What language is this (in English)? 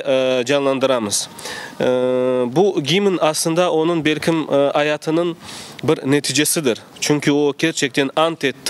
Crimean Tatar